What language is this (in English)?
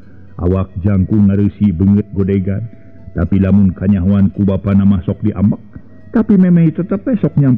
Sundanese